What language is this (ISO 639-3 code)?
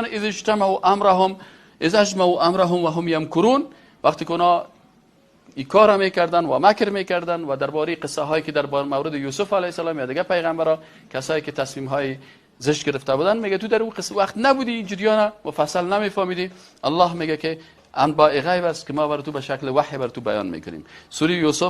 fas